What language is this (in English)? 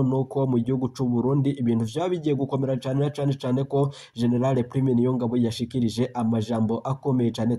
Rundi